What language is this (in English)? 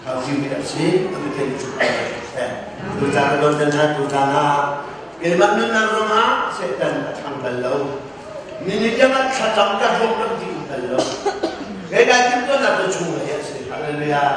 Hakha Chin